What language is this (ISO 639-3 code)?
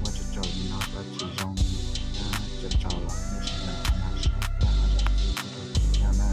hmn